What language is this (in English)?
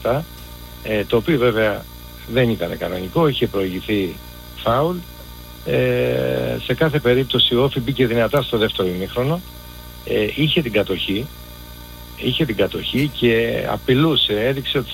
Greek